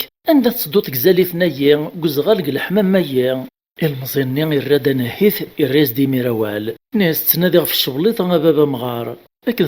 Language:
Kabyle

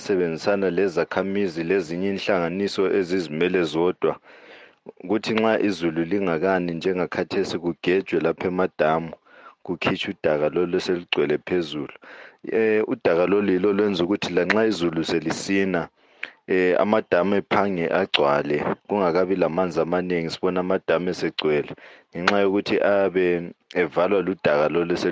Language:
North Ndebele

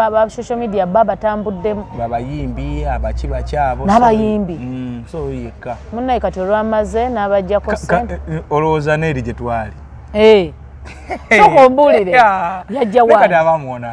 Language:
Ganda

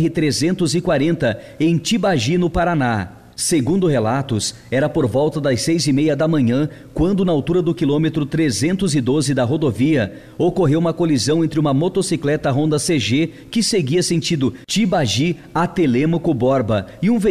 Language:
Portuguese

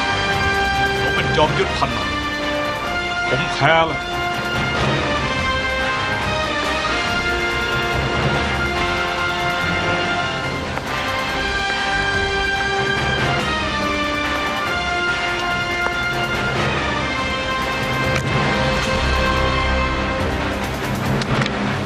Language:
Thai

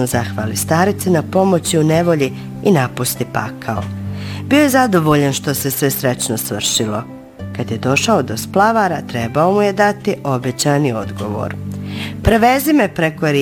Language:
Bosnian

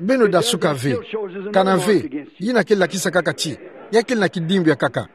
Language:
Kituba (Democratic Republic of Congo)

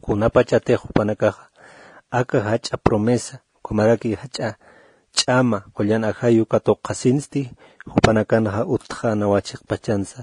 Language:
Aymara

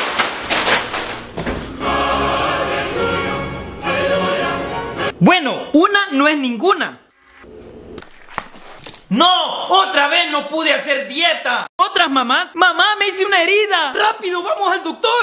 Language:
Spanish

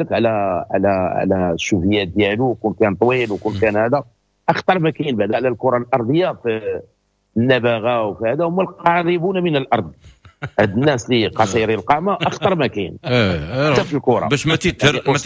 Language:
Moroccan Arabic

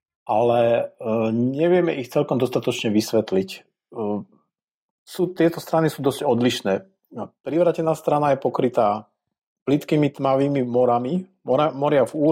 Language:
Slovak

